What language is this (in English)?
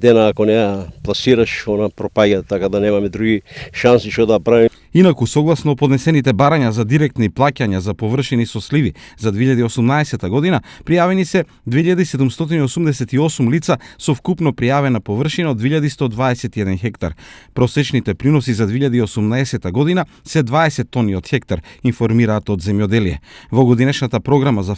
Macedonian